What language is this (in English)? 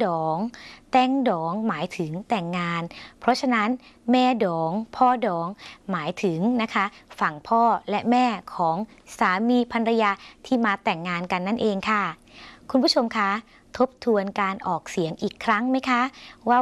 Thai